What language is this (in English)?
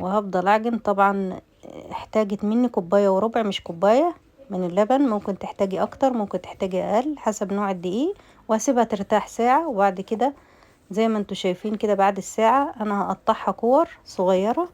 Egyptian Arabic